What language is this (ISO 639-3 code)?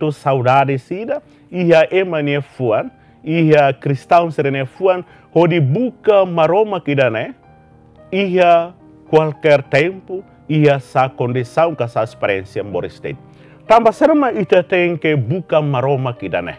tet